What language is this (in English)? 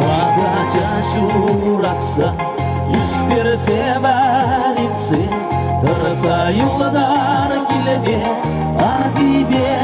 Chuvash